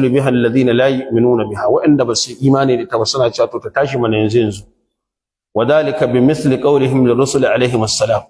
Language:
Hausa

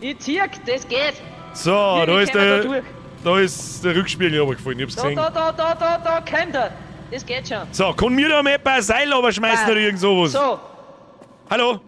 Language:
Bavarian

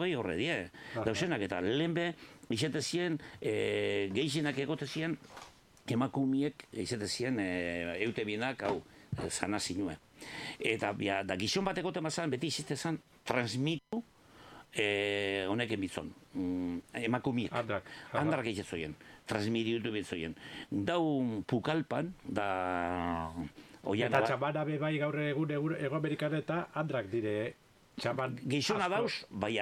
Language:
Basque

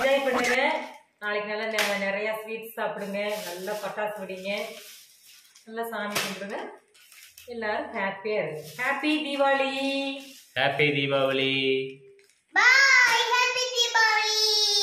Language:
Tamil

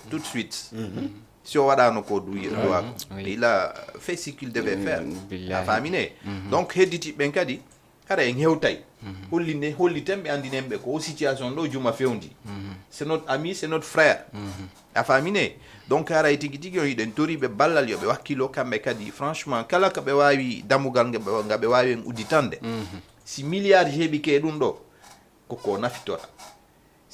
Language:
Fula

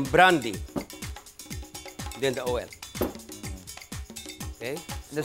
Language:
Filipino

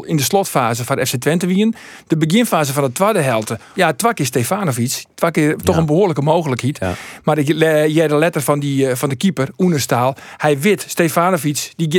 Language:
Western Frisian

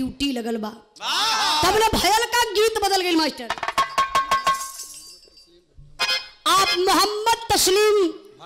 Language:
Bhojpuri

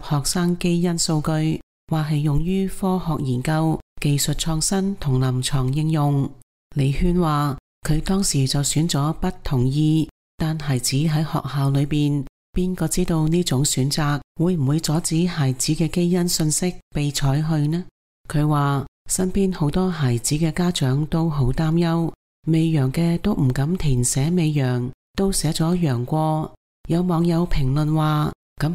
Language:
Cantonese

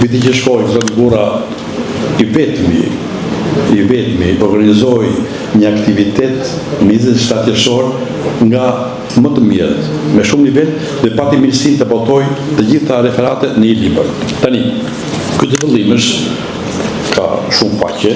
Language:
Albanian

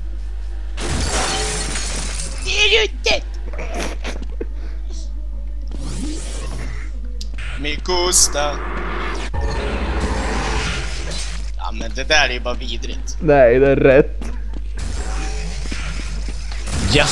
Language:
Swedish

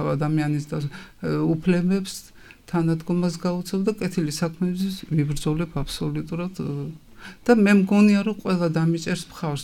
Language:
Georgian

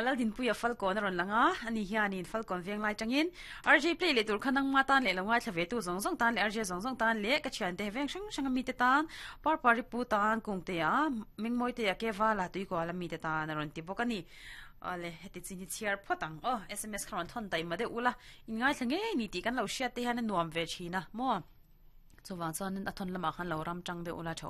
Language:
Mizo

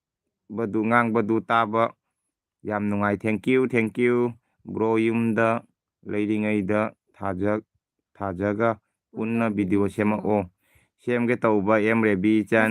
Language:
Manipuri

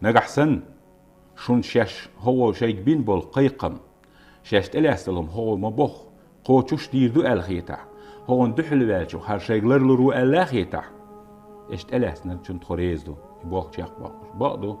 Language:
Chechen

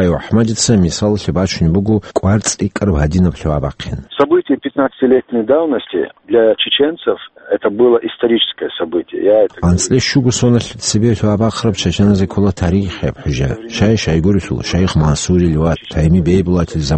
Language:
Avaric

